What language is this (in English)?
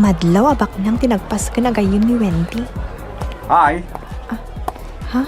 Iloko